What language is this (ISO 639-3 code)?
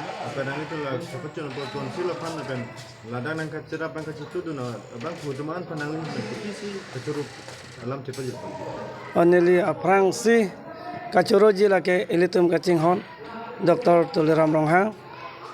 mjw